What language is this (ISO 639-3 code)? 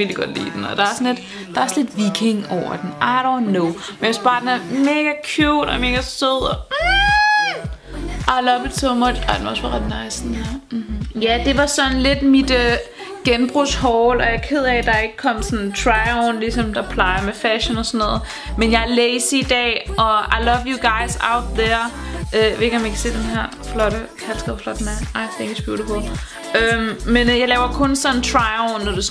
dan